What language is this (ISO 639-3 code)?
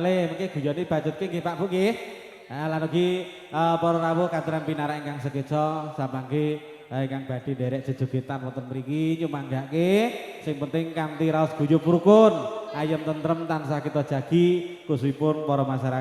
jav